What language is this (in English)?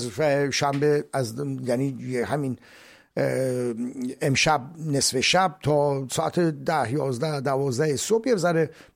Persian